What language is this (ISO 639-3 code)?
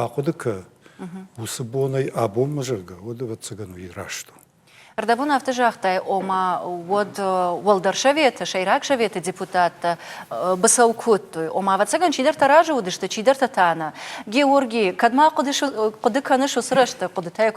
oss